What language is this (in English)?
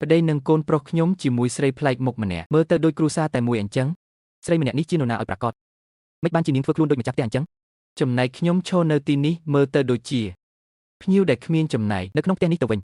Khmer